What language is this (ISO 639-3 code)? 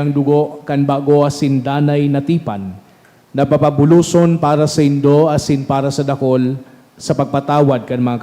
bik